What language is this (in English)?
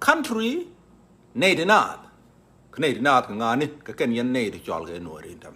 Nuer